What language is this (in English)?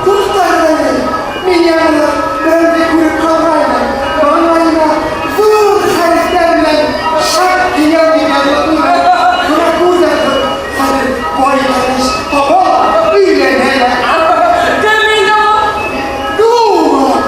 Bashkir